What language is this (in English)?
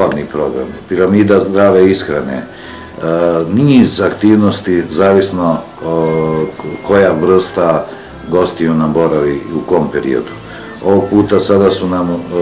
Serbian